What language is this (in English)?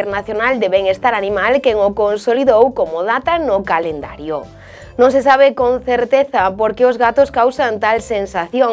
Galician